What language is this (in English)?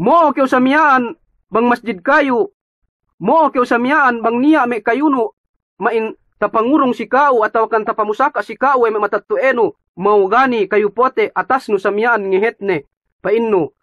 Yakan